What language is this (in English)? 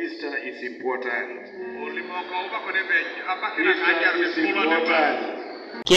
Teso